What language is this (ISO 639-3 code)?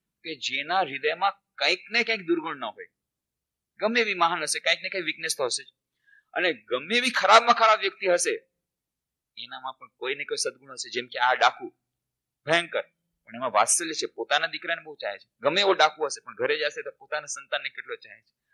guj